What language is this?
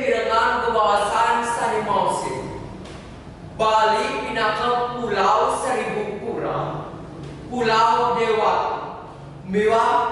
Balinese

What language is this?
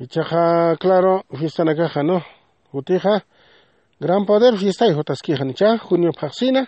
Aymara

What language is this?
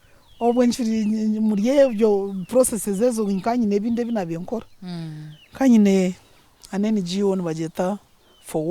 Nyankole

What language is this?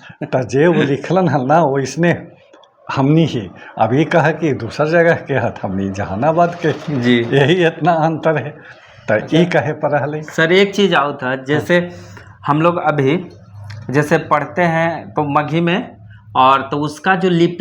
Magahi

